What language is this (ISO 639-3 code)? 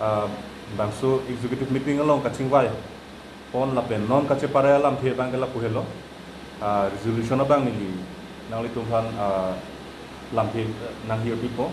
mjw